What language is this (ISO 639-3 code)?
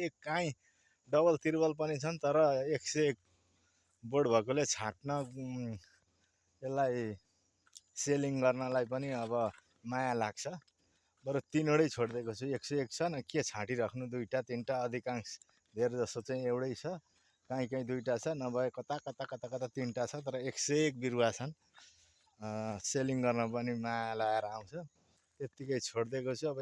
nep